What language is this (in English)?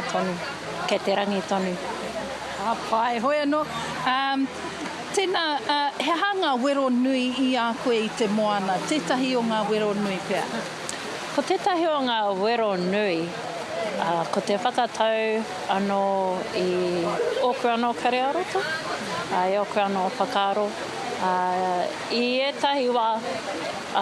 Māori